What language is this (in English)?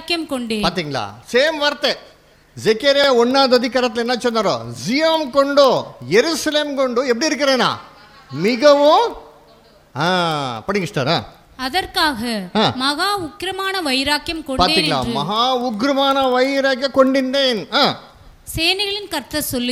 Tamil